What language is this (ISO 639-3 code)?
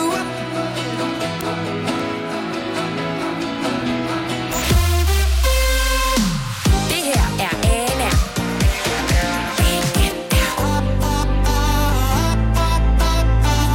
dan